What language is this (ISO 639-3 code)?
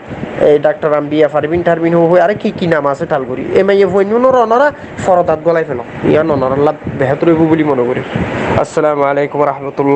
rhg